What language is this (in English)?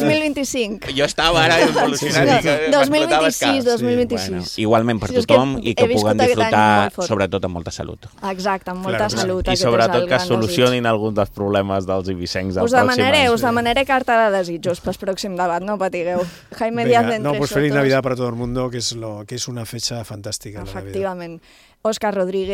Catalan